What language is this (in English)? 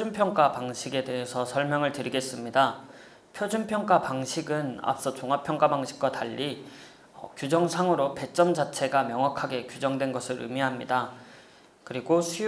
Korean